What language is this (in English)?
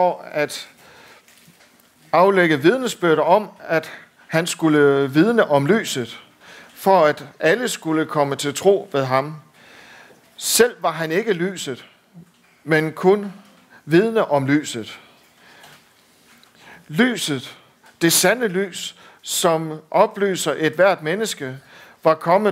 Danish